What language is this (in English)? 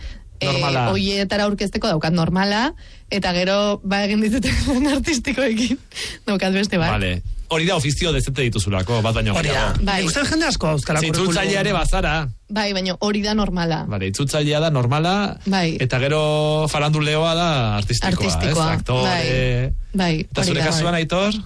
Basque